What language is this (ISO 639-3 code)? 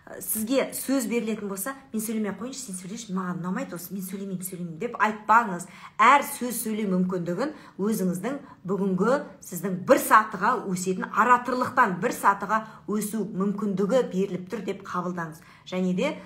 kaz